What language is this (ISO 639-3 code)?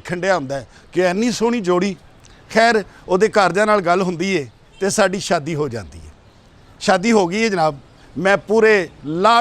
lah